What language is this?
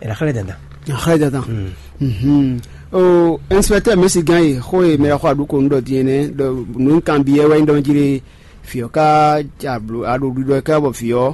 Fon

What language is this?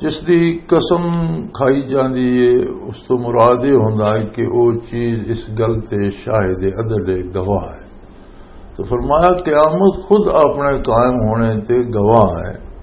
Western Panjabi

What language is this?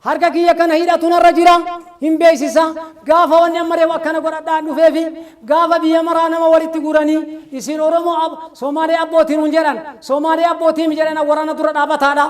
Oromo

